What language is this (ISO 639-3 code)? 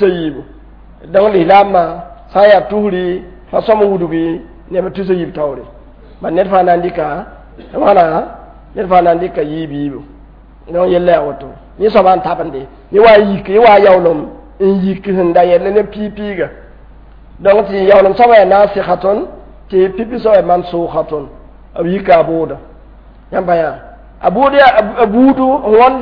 mos